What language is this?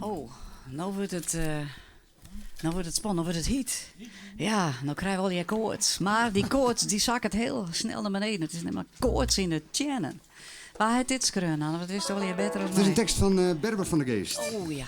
Western Frisian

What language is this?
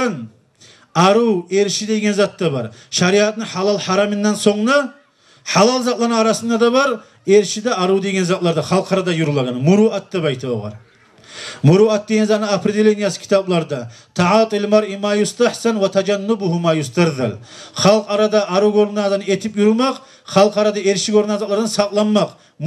Kumyk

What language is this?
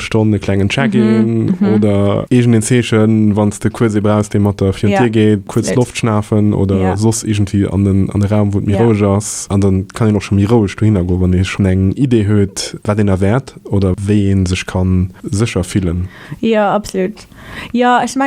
Luxembourgish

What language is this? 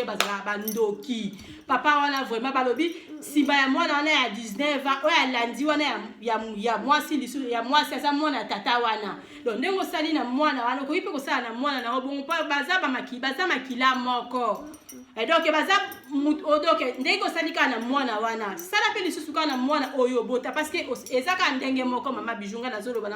Lingala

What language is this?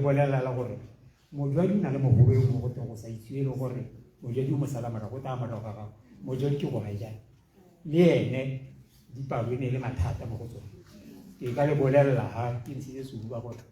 Tswana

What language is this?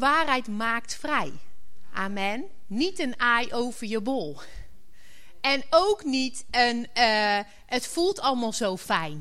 Dutch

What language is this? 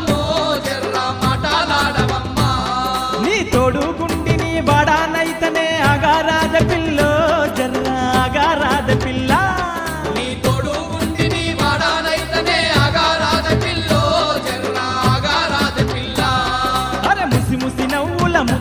Telugu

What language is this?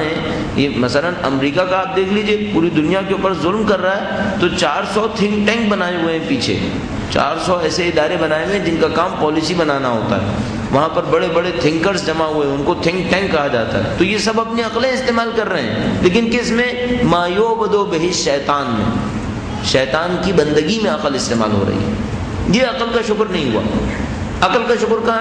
Urdu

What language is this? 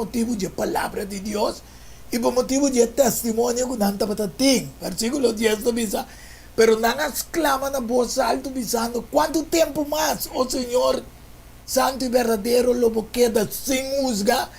Papiamento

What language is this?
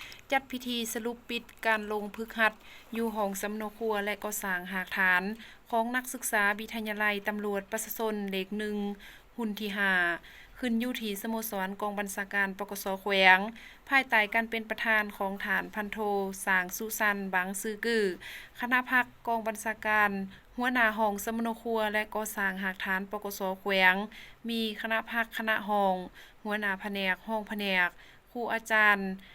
Lao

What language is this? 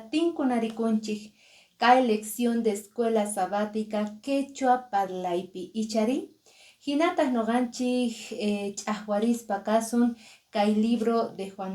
Quechua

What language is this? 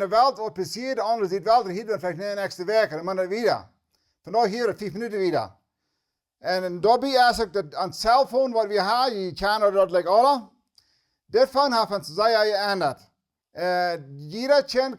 Plautdietsch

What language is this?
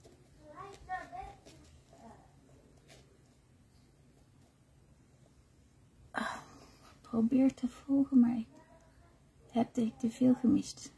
Dutch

